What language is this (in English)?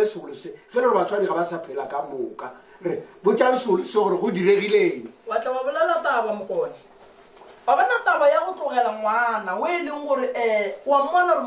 Northern Sotho